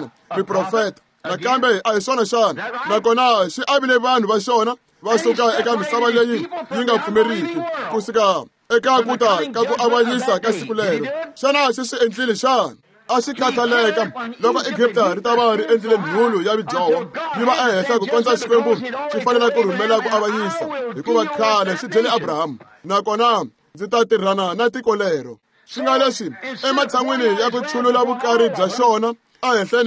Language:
Tsonga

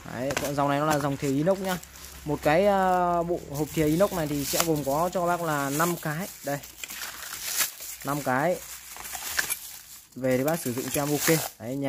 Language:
Vietnamese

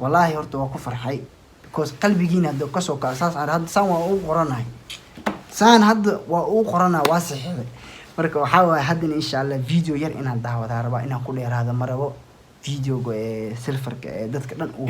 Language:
Somali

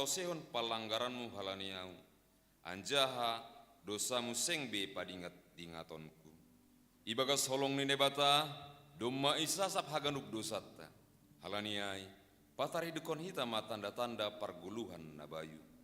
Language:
Batak Simalungun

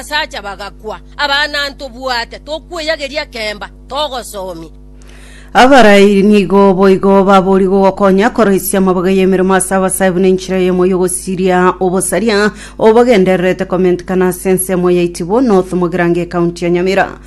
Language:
Gusii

